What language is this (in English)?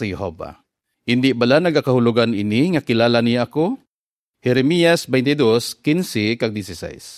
Hiligaynon